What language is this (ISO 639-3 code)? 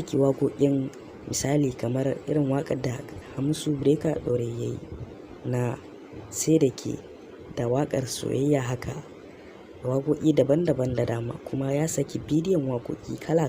hau